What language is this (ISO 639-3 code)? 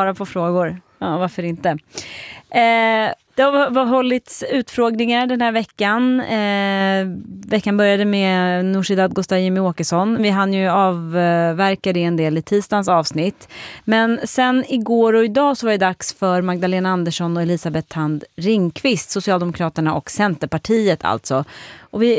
swe